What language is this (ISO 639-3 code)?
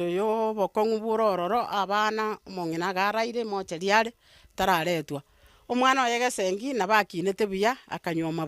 guz